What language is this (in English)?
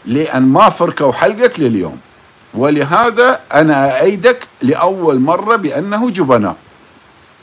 Mesopotamian Arabic